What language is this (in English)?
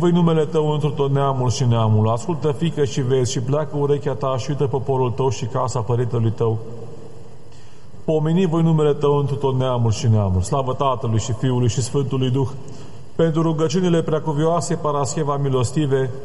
Romanian